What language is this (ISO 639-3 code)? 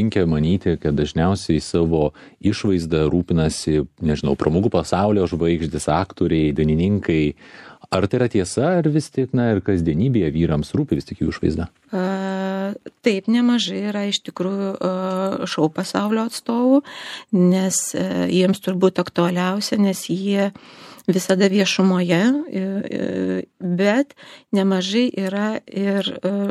lit